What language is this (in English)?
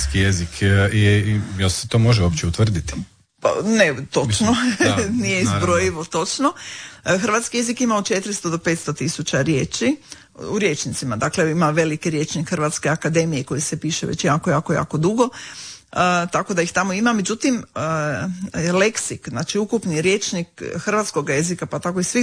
Croatian